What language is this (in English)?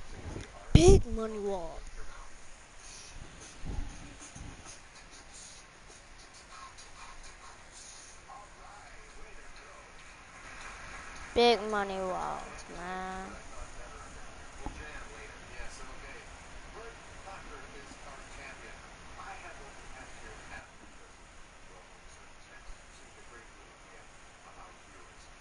English